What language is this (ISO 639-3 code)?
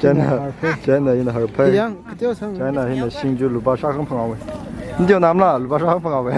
nmf